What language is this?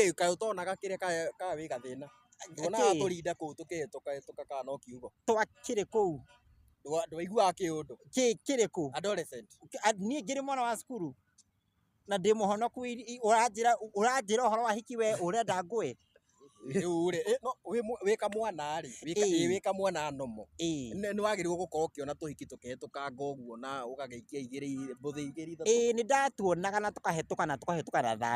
Kikuyu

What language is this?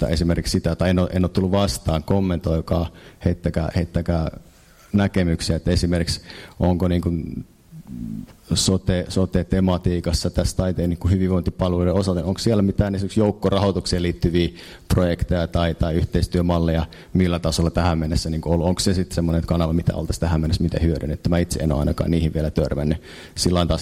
Finnish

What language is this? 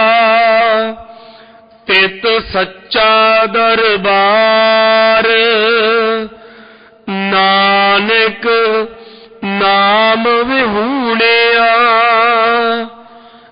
Punjabi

